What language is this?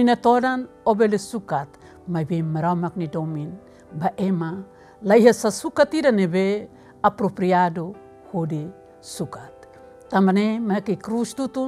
Tetum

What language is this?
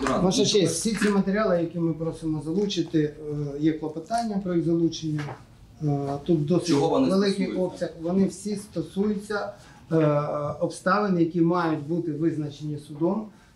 Ukrainian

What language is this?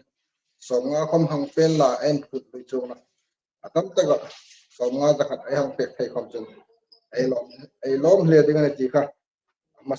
Hmar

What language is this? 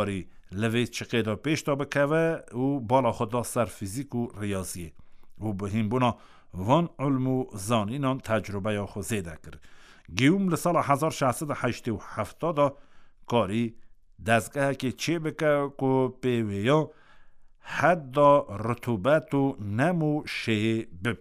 Kurdish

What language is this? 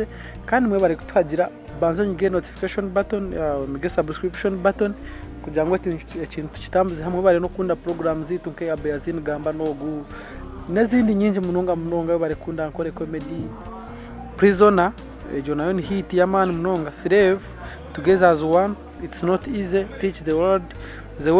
Nyankole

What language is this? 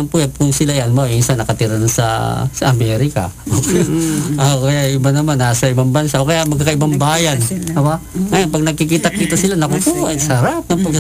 Filipino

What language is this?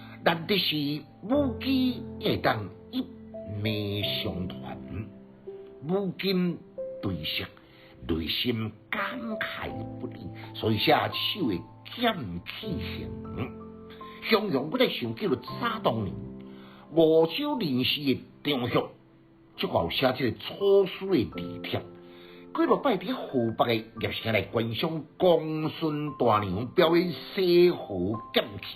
Min Nan Chinese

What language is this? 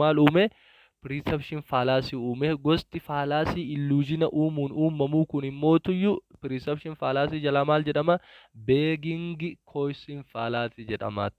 Oromo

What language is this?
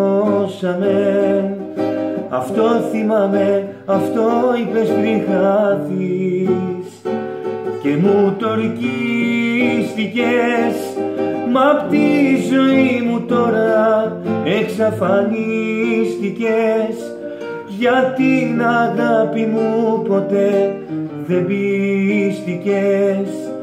Greek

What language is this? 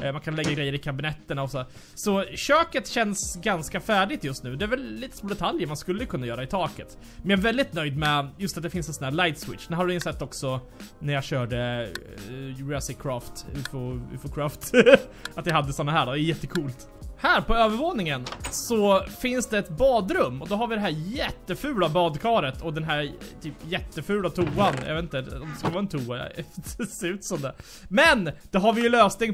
Swedish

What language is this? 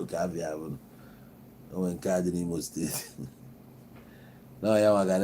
Igbo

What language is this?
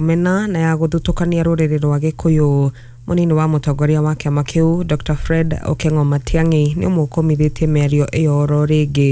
Kikuyu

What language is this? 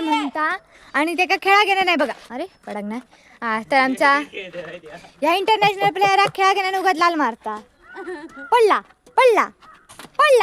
Konkani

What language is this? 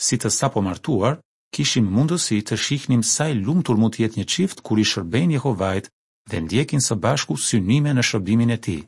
Albanian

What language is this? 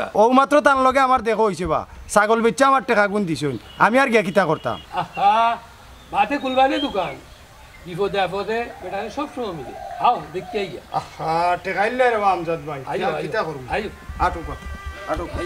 Sylheti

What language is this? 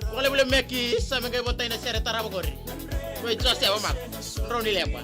Fijian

